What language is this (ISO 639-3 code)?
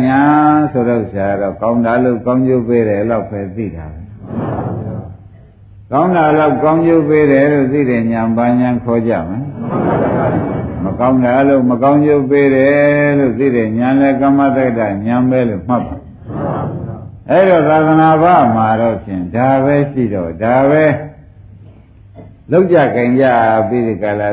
mya